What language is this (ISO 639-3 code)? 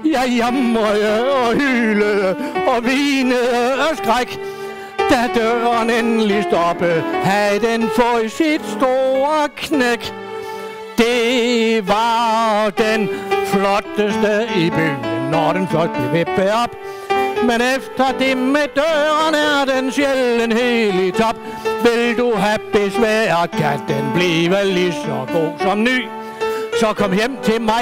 dan